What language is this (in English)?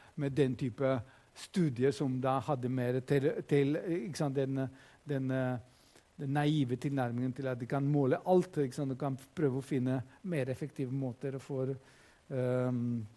Norwegian